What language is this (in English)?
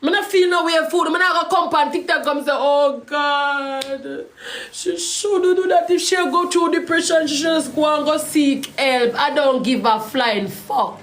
Jamaican Creole English